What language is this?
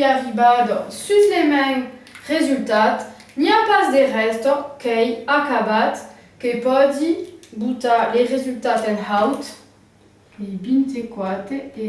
Occitan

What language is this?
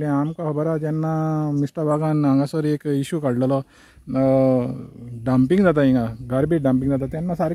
Konkani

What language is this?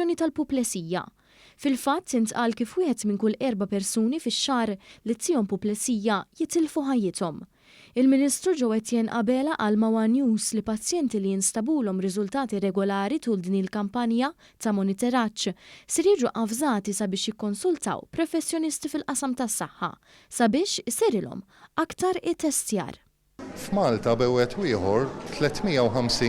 Maltese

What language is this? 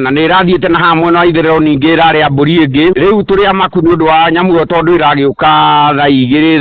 Kikuyu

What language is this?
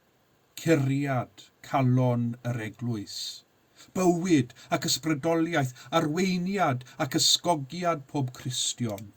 Welsh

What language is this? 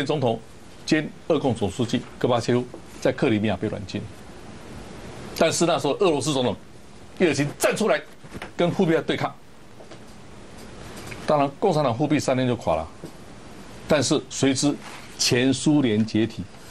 Chinese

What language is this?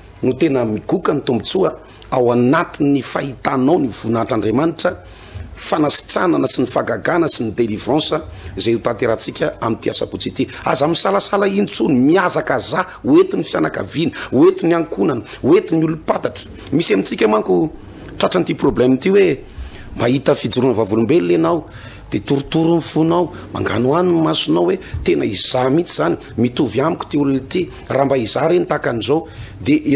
Malagasy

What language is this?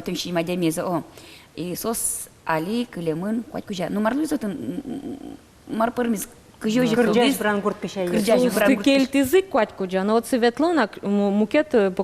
Udmurt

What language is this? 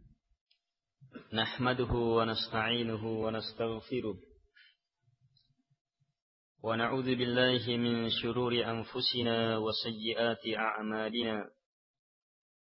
Indonesian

